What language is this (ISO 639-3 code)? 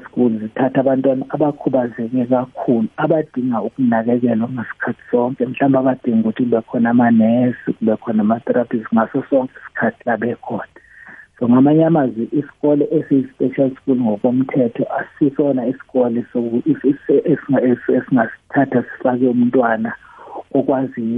nbl